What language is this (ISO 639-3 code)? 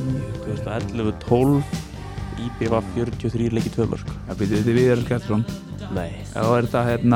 isl